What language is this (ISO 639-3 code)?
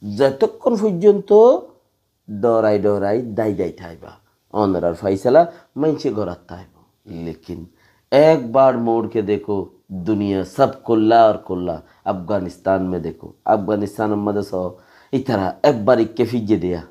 rhg